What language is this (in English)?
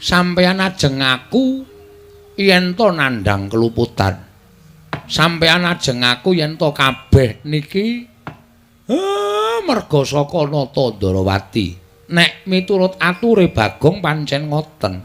Javanese